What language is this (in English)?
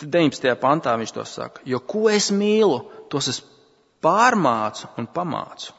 Latvian